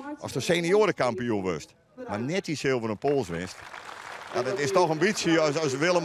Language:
Western Frisian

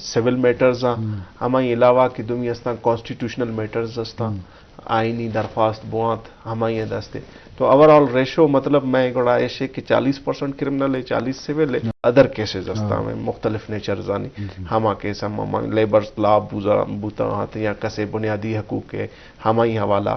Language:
Eastern Balochi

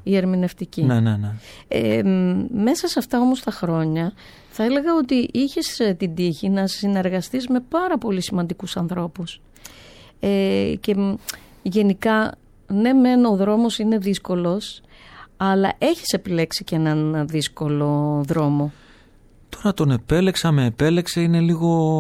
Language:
Greek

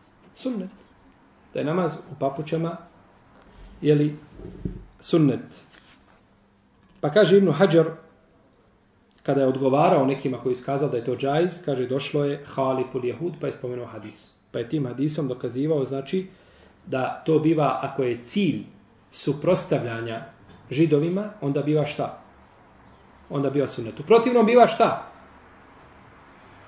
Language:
Bosnian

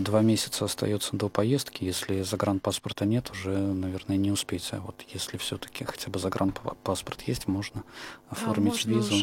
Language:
Russian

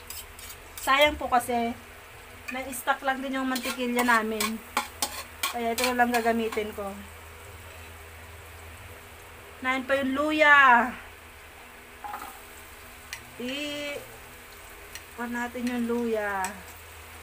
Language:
Filipino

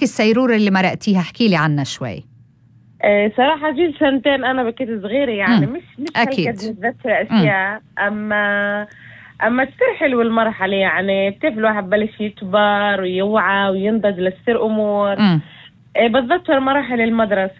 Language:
North Levantine Arabic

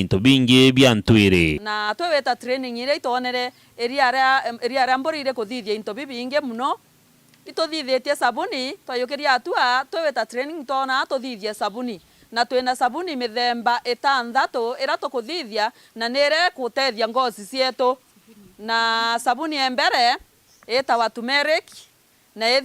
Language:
Meru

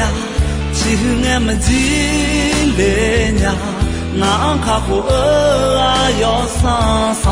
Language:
Akha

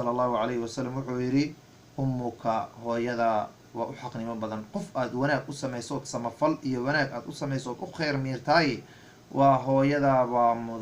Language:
Somali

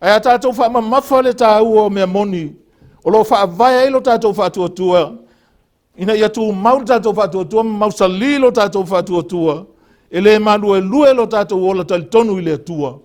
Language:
Samoan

